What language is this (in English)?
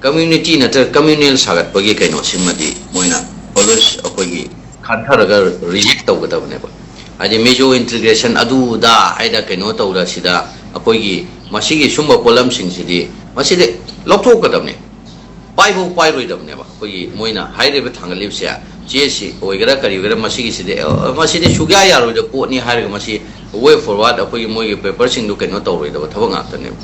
Manipuri